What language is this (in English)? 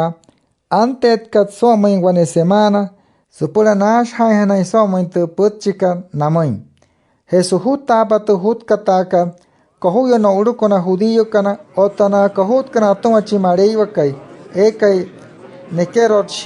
Wayuu